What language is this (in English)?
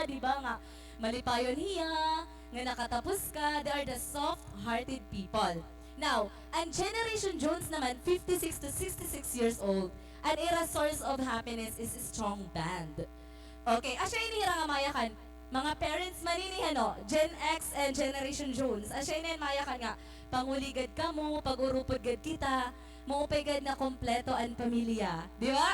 Waray